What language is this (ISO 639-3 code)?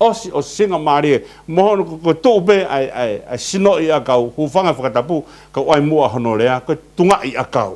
ton